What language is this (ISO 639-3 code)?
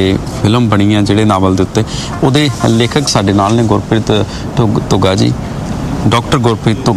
pan